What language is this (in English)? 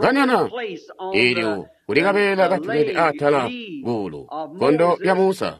Tonga (Zambia)